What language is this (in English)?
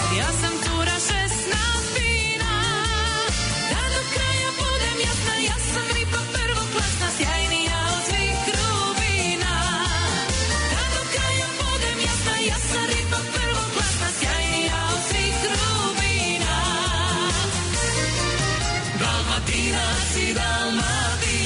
Croatian